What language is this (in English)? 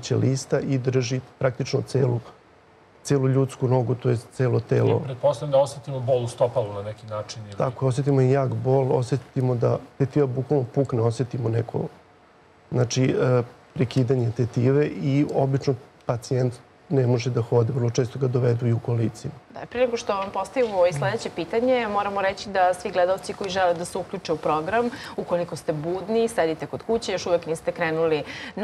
Serbian